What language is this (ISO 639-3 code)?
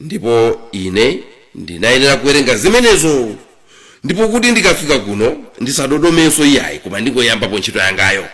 nya